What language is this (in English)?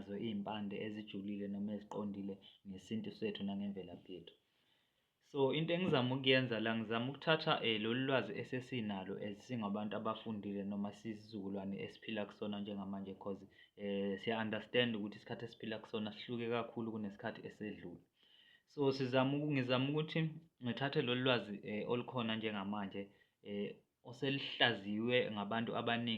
Zulu